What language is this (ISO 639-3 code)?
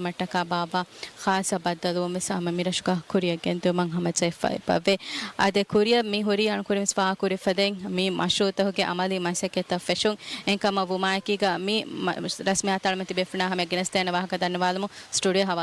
div